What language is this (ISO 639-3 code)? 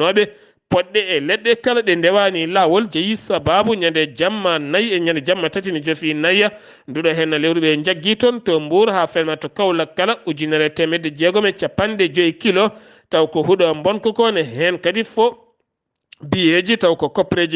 ful